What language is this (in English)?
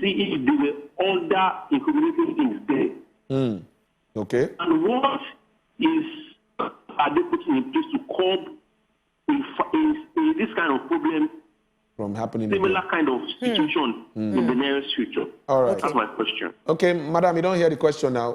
Nigerian Pidgin